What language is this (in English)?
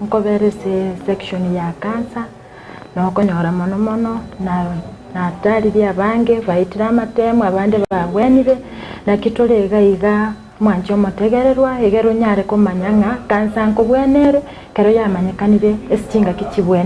Gusii